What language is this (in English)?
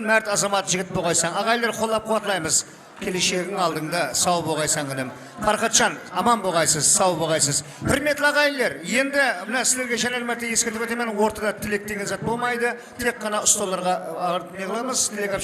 Kara-Kalpak